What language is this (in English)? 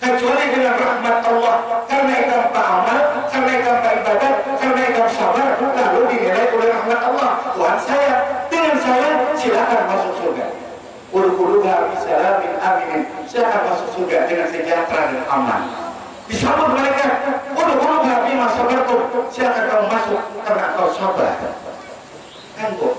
Banjar